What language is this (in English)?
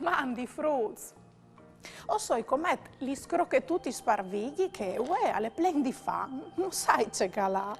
Friulian